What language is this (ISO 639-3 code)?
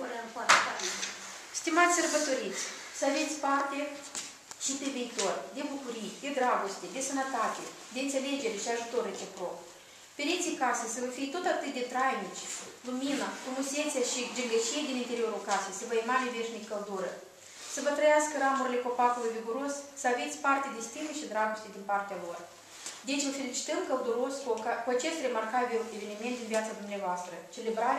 ron